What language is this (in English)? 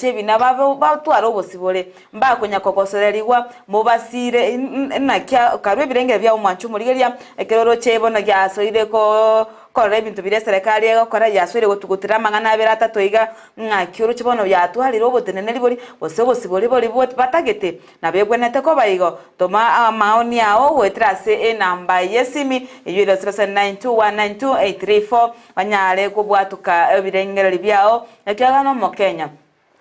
Gusii